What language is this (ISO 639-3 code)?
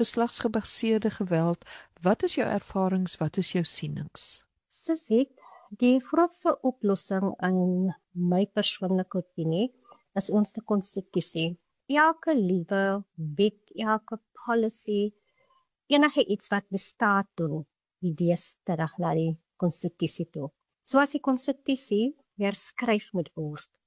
afr